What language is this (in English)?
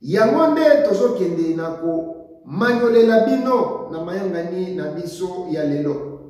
Lingala